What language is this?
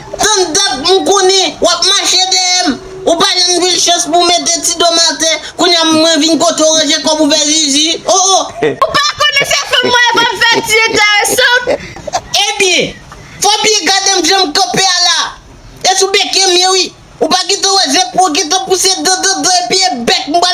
Haitian Creole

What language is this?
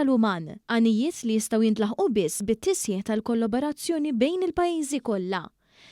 Maltese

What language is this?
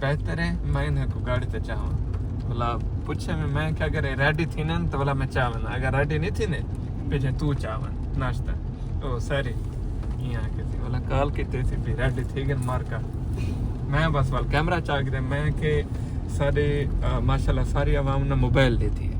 Saraiki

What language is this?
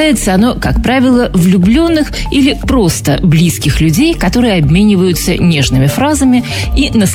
Russian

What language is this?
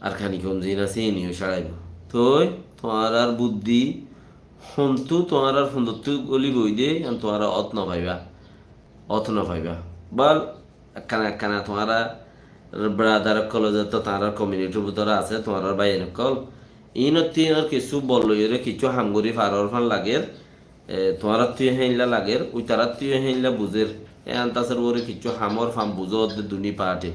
Rohingya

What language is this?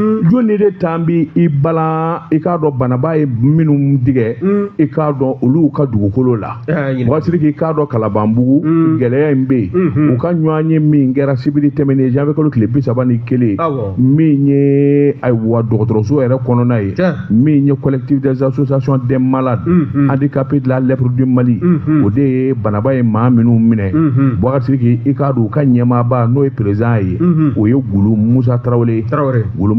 Bambara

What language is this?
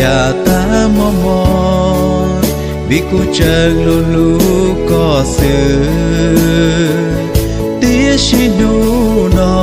Hmong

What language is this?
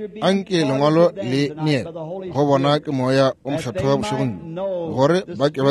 Northern Sotho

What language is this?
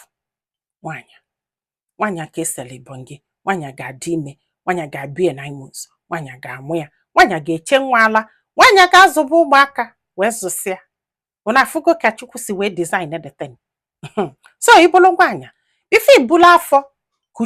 Igbo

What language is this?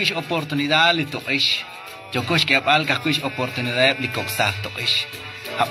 Kekchí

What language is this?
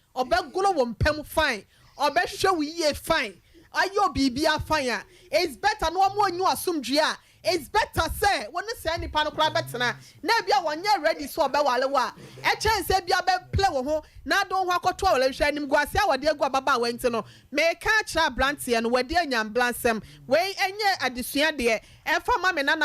Akan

